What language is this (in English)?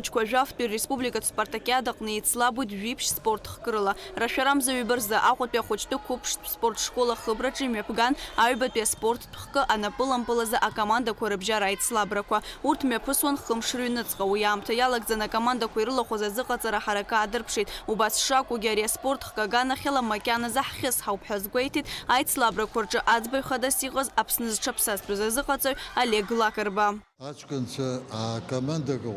Abkhazian